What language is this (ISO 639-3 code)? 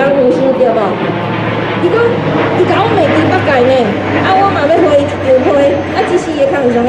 nan